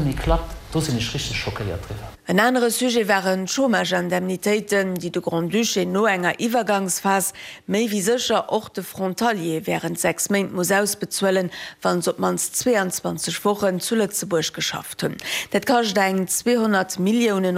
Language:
Luxembourgish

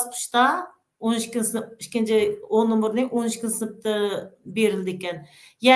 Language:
Uyghur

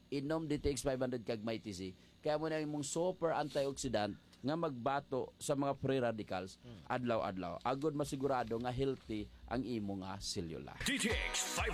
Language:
Hiligaynon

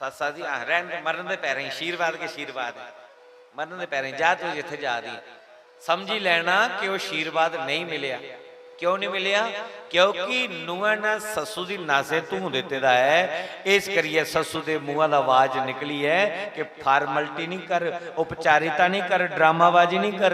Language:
Dogri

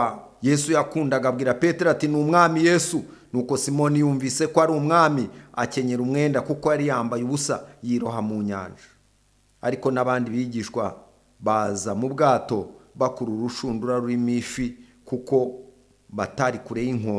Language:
Kinyarwanda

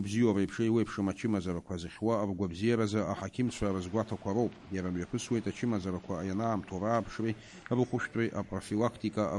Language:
Abkhazian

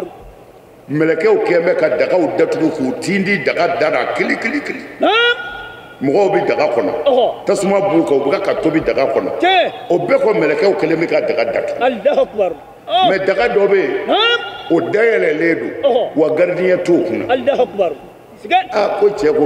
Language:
Bambara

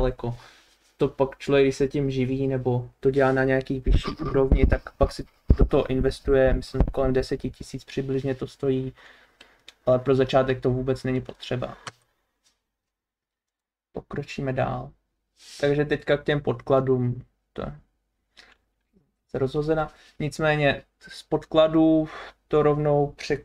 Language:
Czech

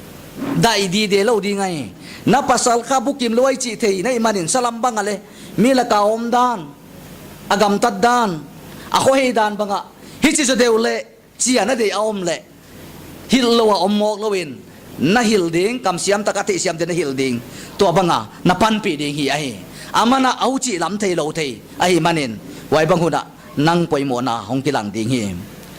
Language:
Paite Chin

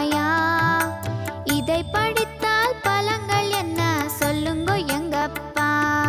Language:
Tamil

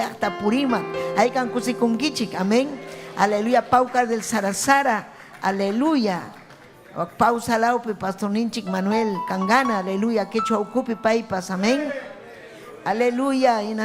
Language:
Ayacucho Quechua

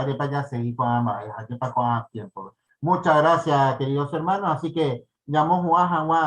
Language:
Guarani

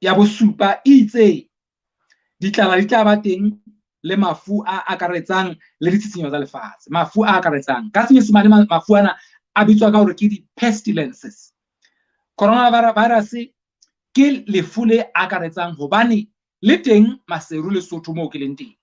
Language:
Southern Sotho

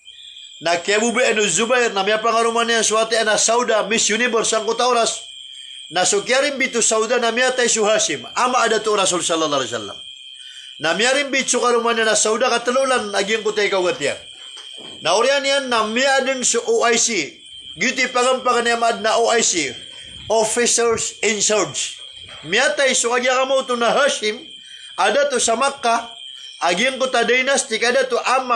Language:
Maranao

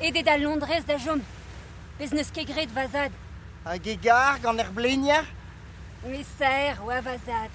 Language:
Breton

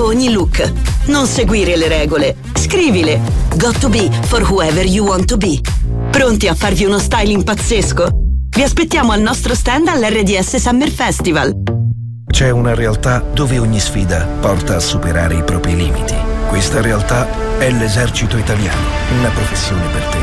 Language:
Italian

